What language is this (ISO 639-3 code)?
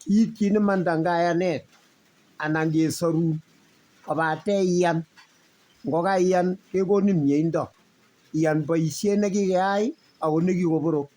kln